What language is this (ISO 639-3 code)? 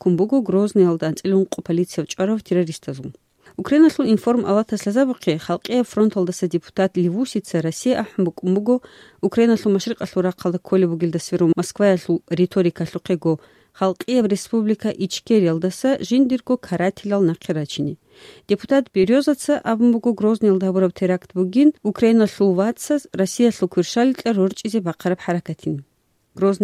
ava